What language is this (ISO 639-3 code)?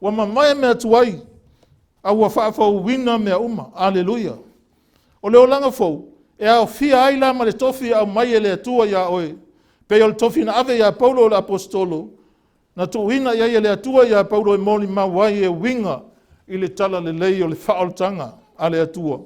smo